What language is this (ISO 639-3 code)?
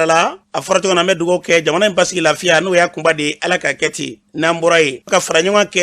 bam